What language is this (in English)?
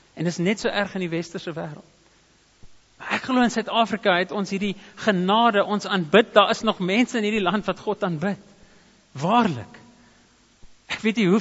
Afrikaans